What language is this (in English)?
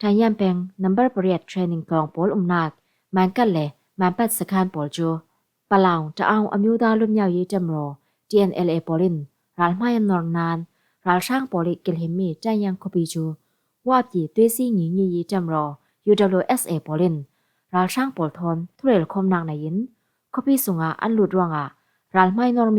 Falam Chin